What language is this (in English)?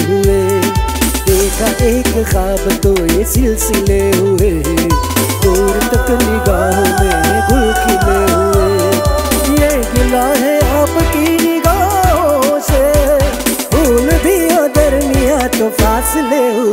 Hindi